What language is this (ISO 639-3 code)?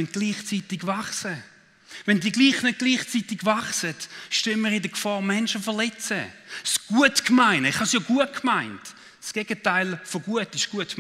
gsw